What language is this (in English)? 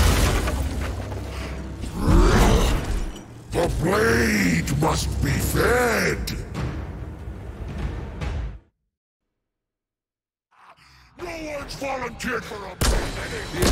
English